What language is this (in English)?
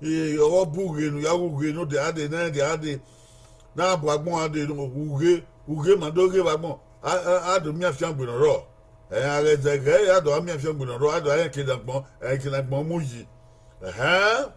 Bini